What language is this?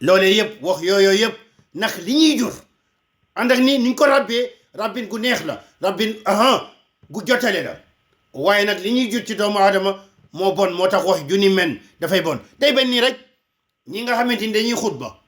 Wolof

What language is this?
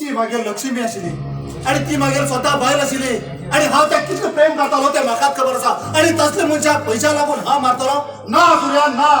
Konkani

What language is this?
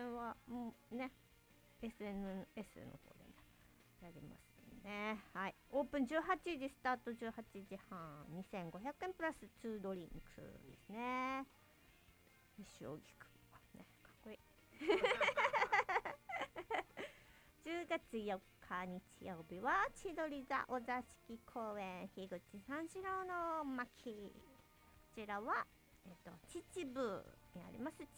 Japanese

